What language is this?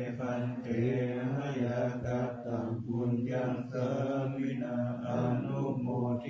Pali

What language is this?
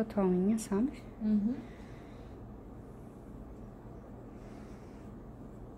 Portuguese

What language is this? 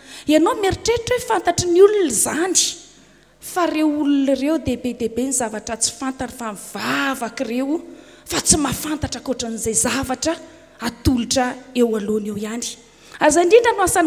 Malagasy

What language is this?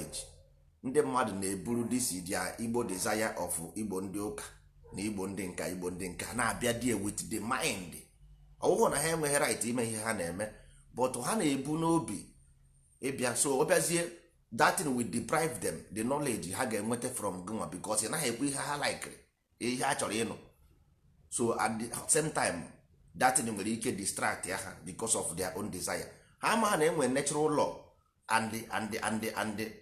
Igbo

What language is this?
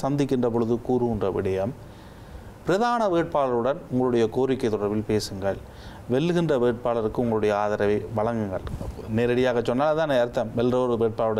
Tamil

